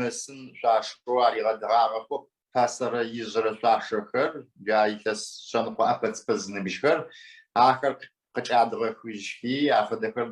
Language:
Adyghe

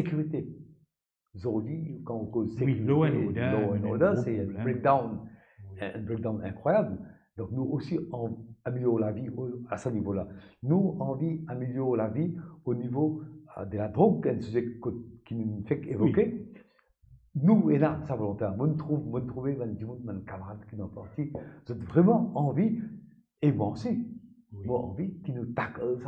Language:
Morisyen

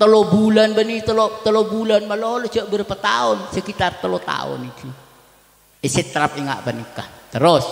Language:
Madurese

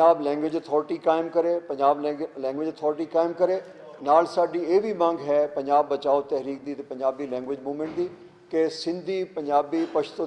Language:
Western Panjabi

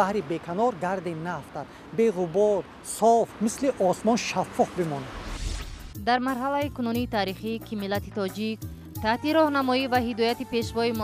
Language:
Tajik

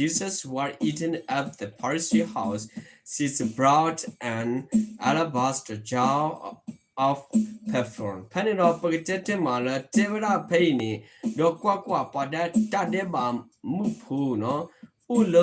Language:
S'gaw Karen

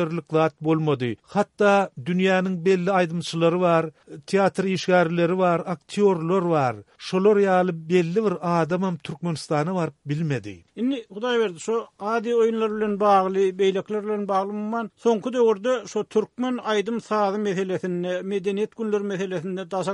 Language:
Turkmen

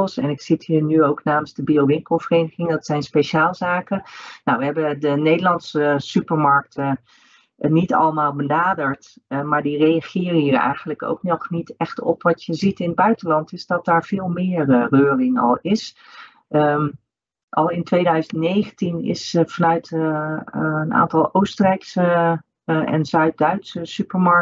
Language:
Dutch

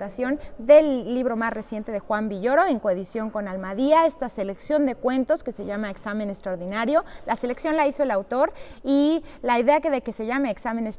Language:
Spanish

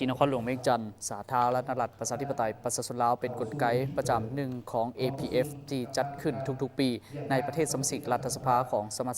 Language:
Lao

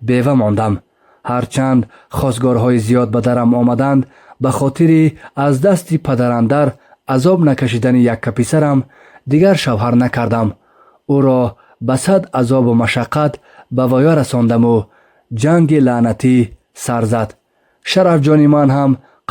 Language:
Tajik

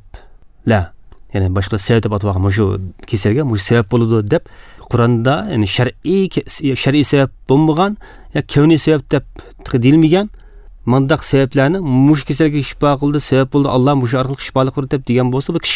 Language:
Uyghur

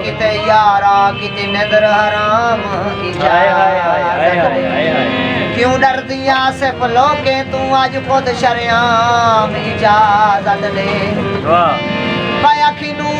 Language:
Saraiki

